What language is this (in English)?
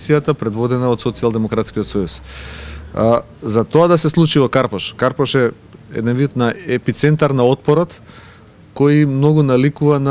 Macedonian